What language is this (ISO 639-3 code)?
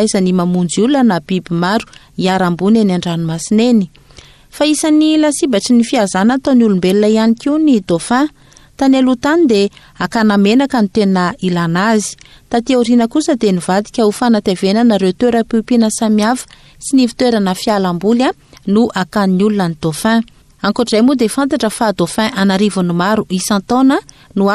mlg